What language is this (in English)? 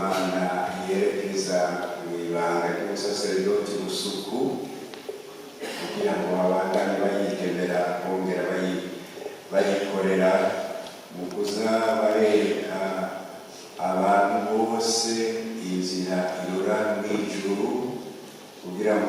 Rundi